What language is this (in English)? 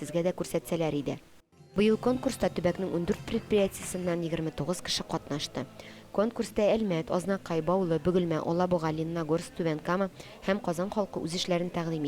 Tatar